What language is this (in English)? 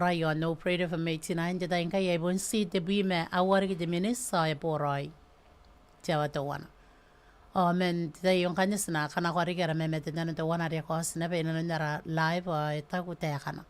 Gilbertese